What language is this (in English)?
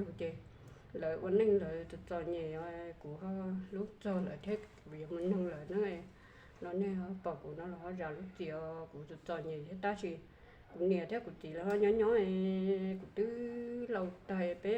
Hmong